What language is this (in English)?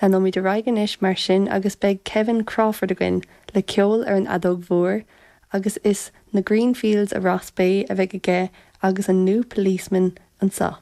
Irish